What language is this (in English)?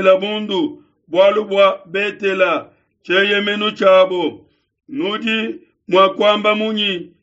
Luba-Lulua